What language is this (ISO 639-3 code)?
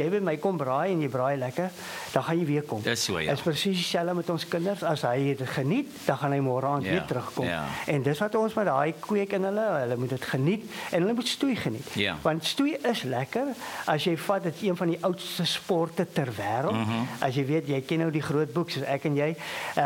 afr